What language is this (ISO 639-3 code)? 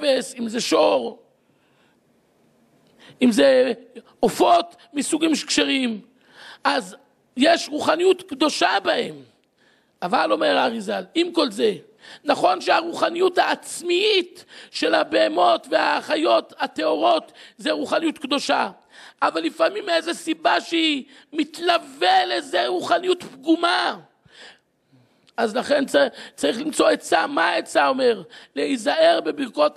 heb